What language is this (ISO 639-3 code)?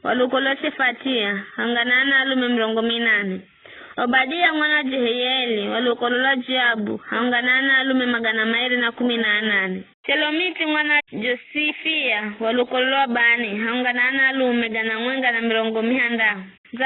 nyf